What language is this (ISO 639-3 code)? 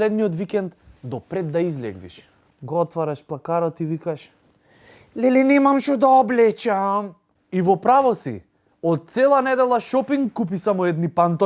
mkd